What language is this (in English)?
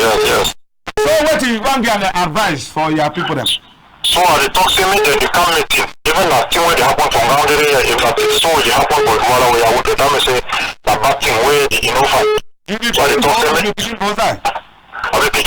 Cameroon Pidgin